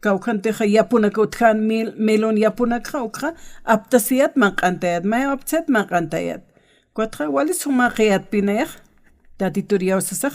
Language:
Aymara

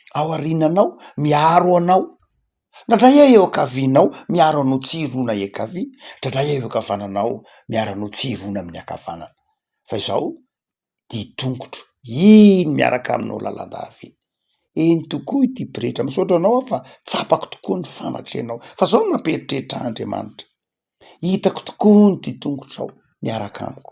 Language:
Malagasy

